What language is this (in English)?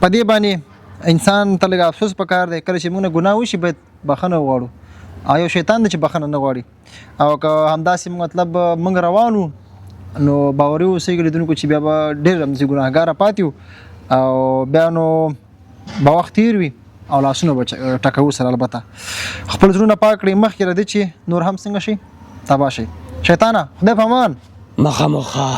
Pashto